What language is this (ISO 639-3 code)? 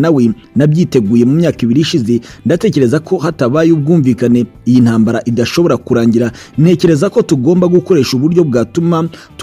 kin